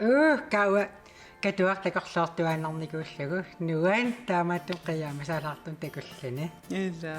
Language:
Kalaallisut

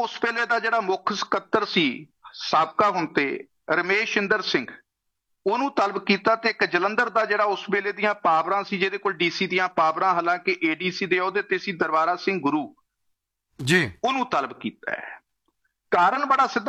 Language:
Punjabi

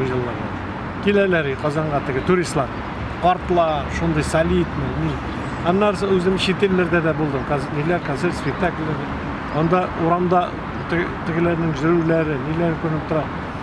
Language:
Tatar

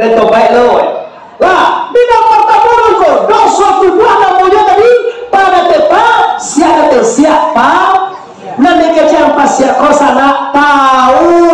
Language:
Minangkabau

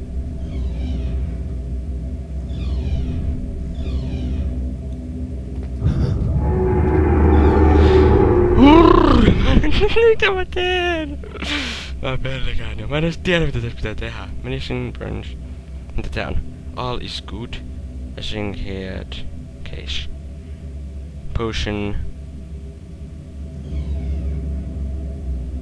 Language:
Finnish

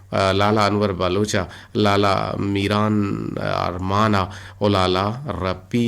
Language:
Eastern Balochi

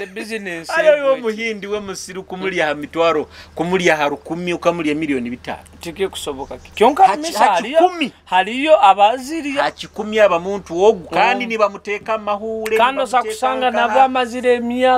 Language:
Nyoro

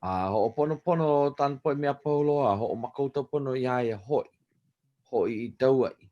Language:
Hawaiian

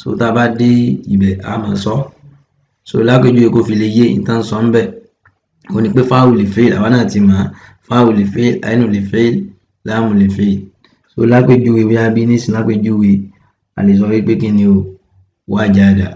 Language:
Yoruba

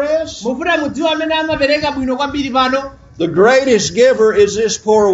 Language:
Nyanja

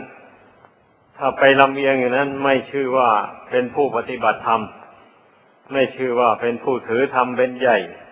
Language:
Thai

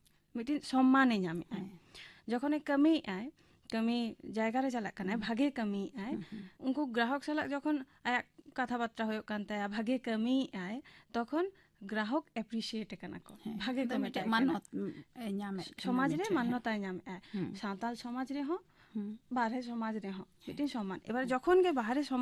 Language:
Santali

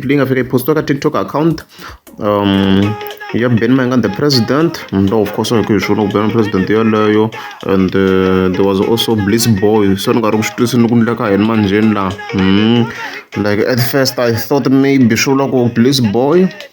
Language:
Tsonga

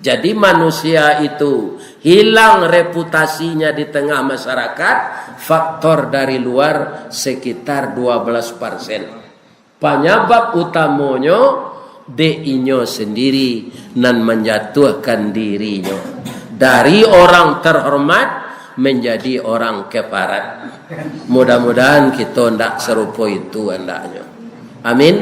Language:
Minangkabau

